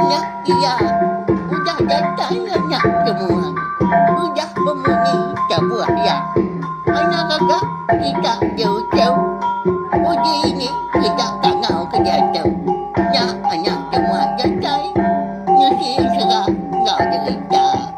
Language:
Iban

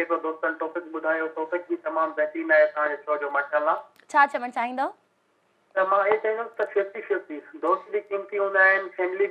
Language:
Sindhi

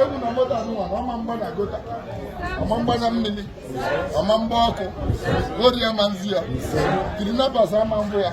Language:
Igbo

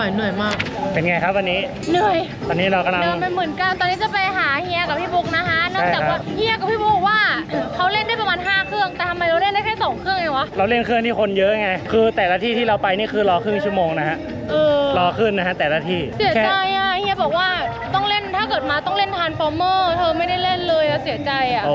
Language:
Thai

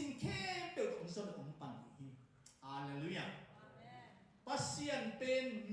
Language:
Tedim Chin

